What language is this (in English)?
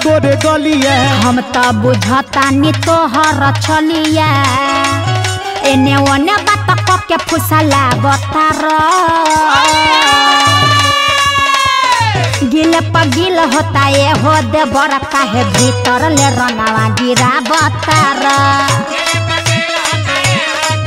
Bhojpuri